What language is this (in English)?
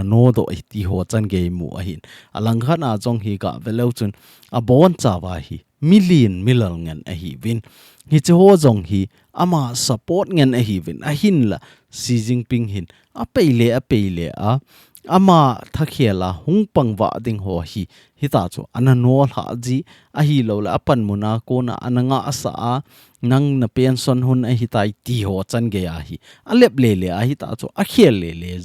Thado Chin